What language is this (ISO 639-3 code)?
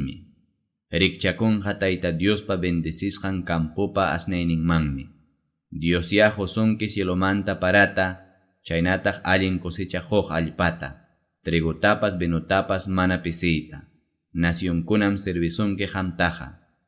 quy